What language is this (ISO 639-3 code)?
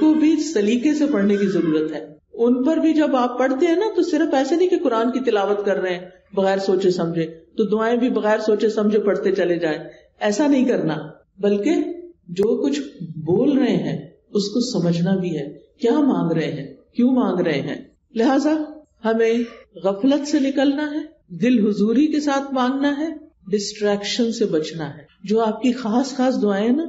urd